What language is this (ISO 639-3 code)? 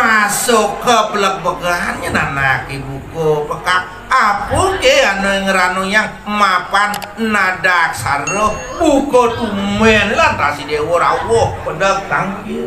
ban